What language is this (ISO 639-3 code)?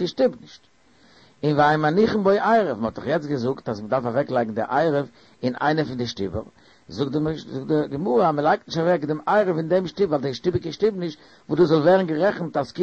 yid